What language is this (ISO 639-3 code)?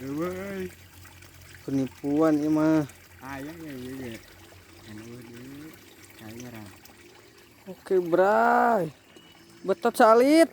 sun